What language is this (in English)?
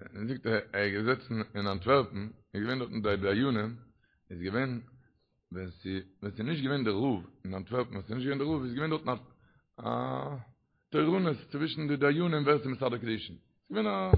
Yiddish